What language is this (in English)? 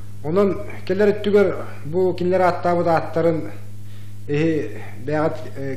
Yakut